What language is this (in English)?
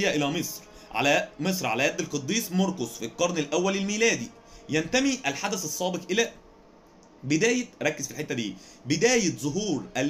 Egyptian Arabic